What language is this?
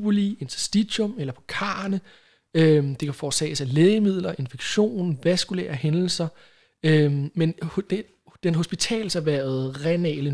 Danish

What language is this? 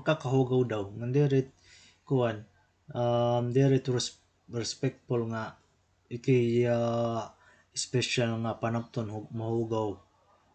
Waray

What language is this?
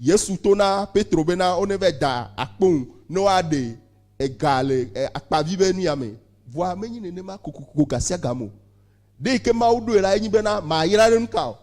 Ewe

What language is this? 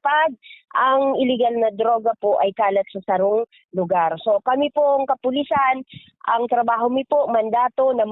Bikol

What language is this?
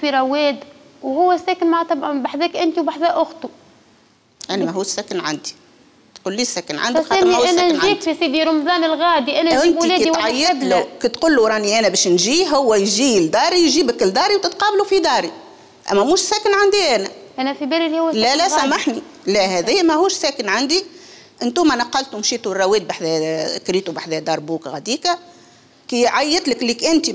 Tunisian Arabic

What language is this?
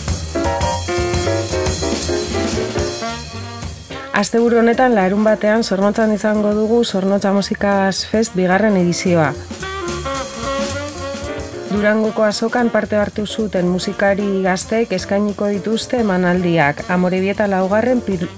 Basque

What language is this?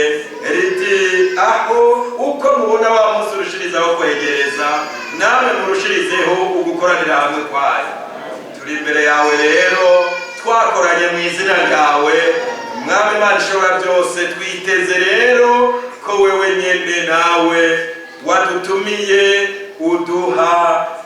Rundi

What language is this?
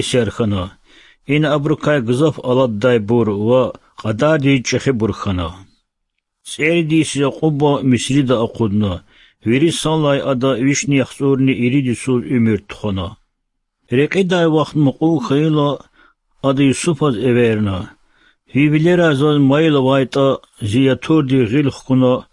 Lezghian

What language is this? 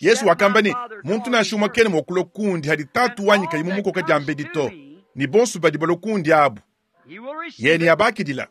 Luba-Lulua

